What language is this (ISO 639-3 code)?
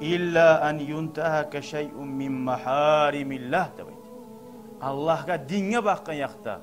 kum